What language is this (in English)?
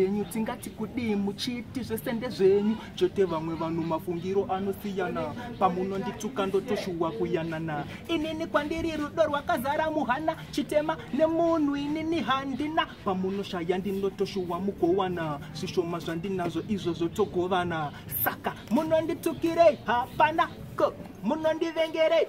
Shona